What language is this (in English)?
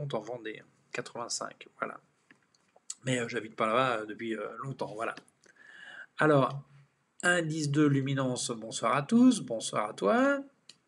French